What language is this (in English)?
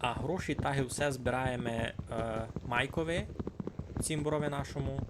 Rusyn